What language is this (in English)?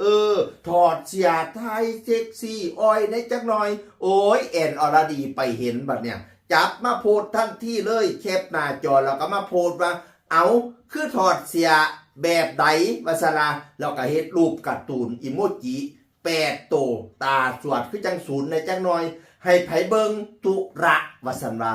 Northeastern Thai